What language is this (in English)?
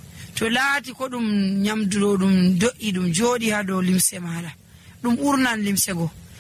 Nigerian Fulfulde